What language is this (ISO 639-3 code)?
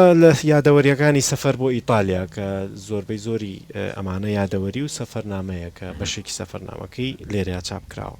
ckb